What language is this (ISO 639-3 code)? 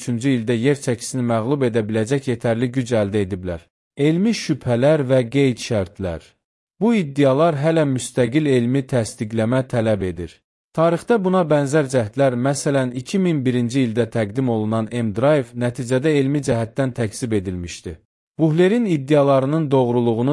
aze